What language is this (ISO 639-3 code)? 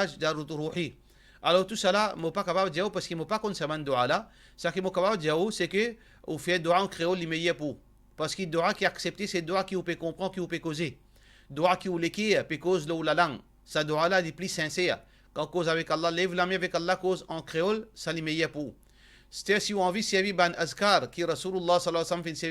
mfe